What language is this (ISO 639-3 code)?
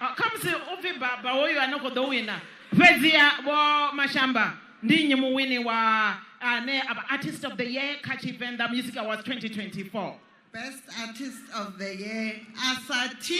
ven